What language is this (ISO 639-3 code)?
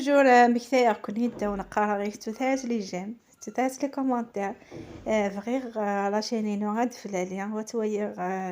kab